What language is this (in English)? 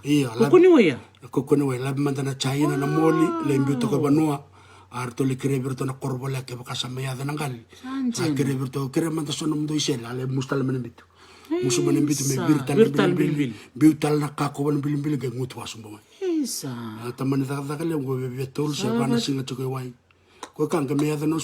Fijian